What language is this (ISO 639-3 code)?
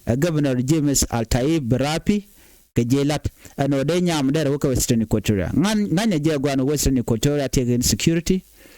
nus